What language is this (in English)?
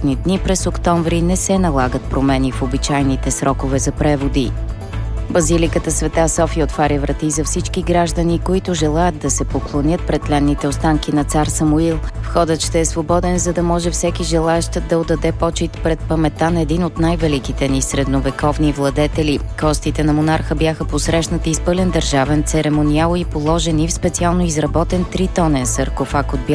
Bulgarian